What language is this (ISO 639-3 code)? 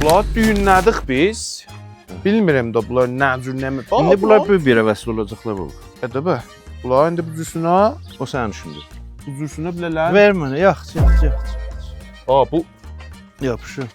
azb